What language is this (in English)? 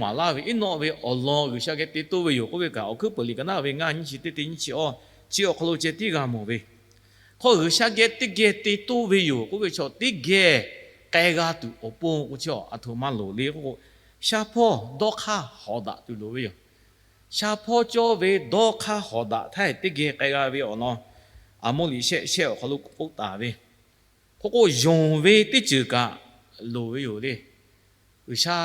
Lahu